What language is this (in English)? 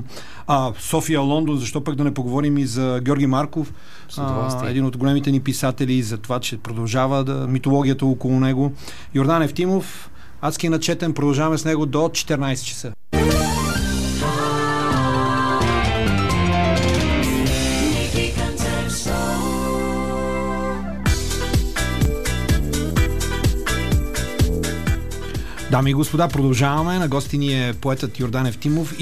Bulgarian